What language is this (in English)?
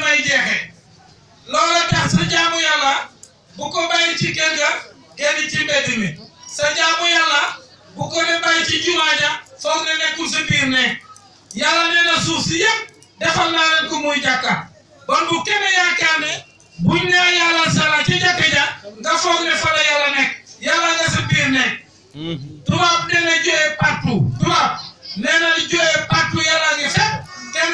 Wolof